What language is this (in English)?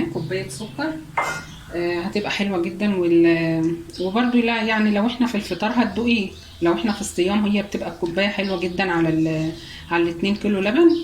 Egyptian Arabic